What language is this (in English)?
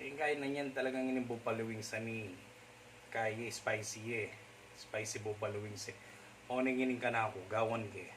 Pampanga